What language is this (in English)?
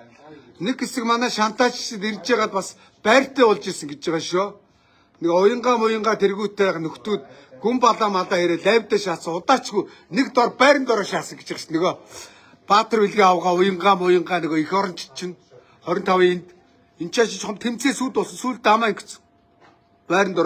Mongolian